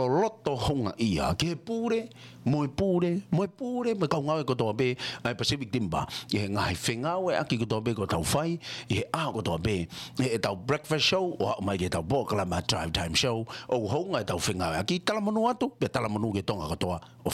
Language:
Tongan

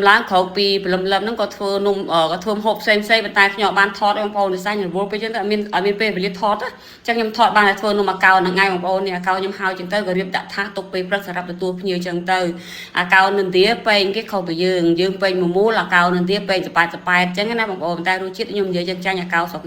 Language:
Khmer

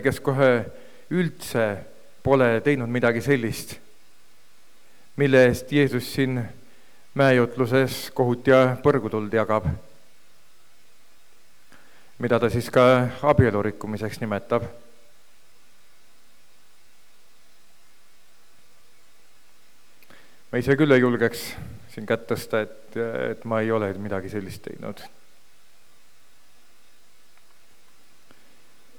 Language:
Estonian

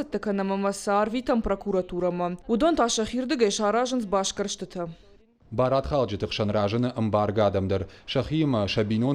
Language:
Ossetic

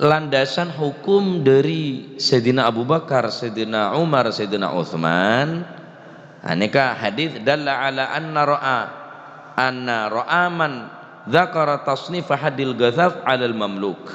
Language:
Madurese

